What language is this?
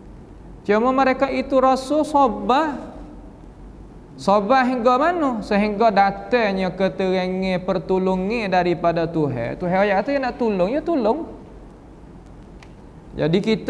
Malay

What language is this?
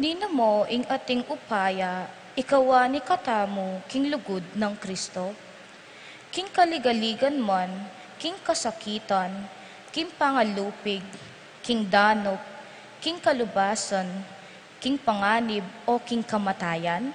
Pampanga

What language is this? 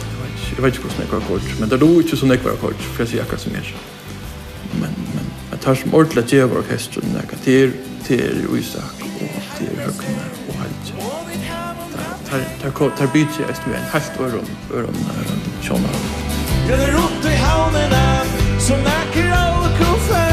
Faroese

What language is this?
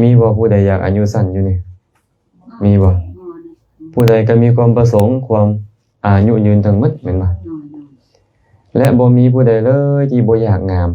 Lao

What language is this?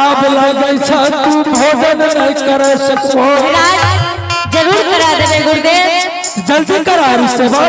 Angika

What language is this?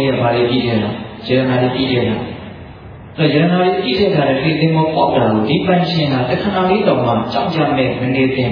Burmese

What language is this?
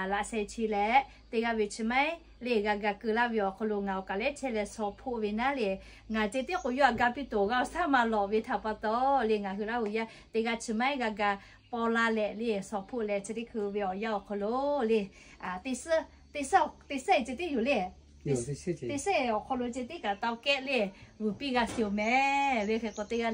Lahu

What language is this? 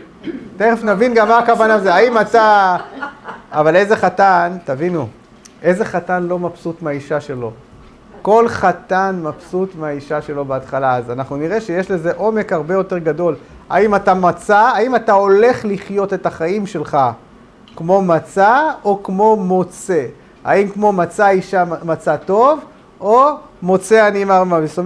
Hebrew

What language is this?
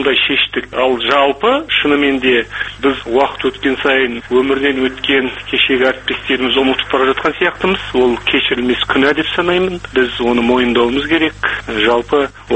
Kazakh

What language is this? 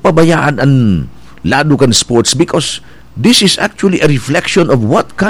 Bikol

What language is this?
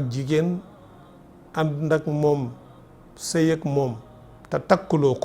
Wolof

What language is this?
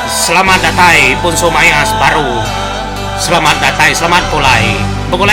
Iban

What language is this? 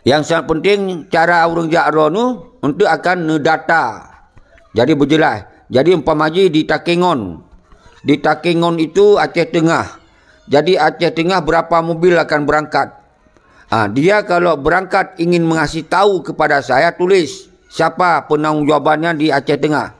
Achinese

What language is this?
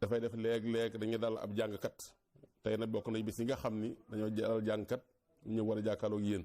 Wolof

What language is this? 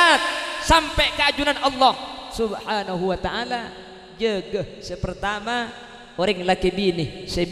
Madurese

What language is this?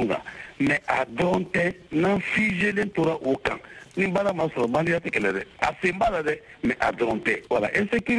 Bambara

